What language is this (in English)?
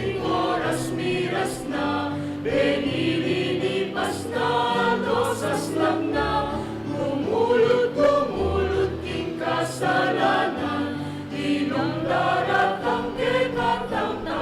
Pampanga